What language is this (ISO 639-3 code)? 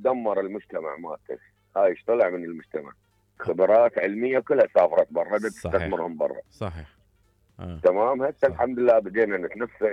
acm